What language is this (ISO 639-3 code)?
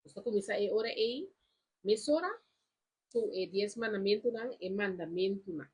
pap